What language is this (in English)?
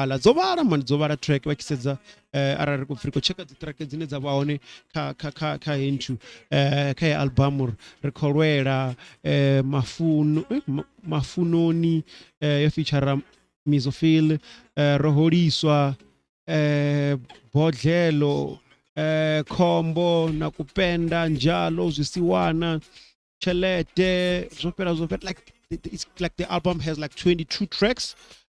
Venda